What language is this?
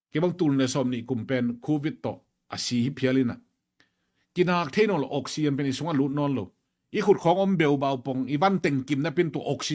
Tedim Chin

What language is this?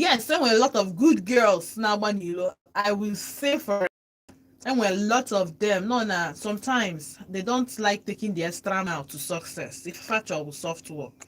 Igbo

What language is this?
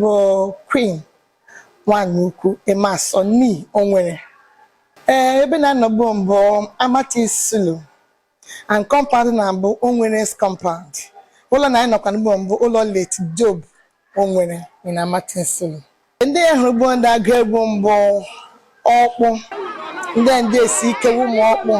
Igbo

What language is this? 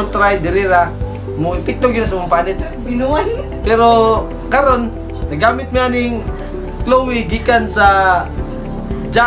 Cebuano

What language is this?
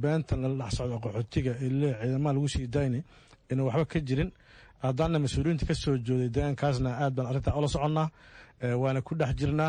Somali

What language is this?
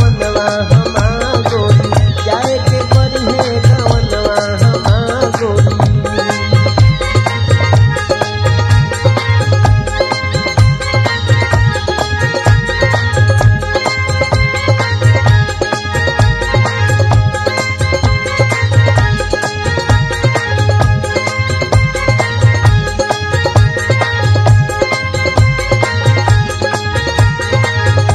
Bhojpuri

